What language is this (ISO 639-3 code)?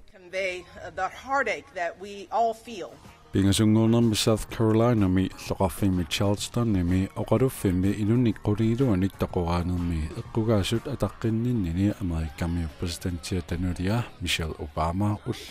kal